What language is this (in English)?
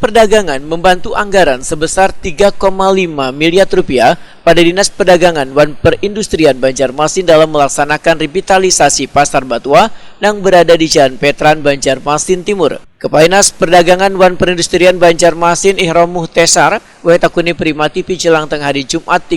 Banjar